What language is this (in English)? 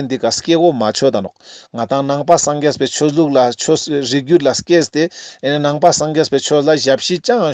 Ladakhi